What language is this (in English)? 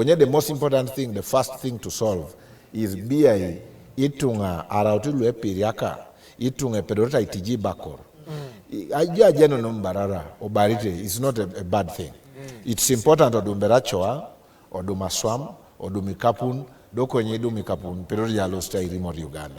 Teso